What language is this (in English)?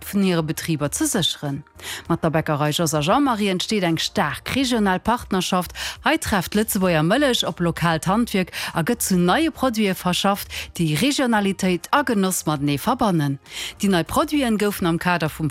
Luxembourgish